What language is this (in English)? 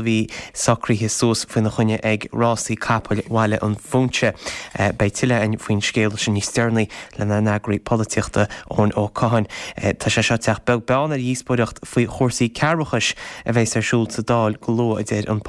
Irish